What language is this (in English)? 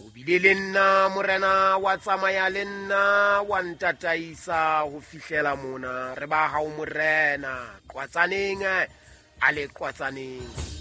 Southern Sotho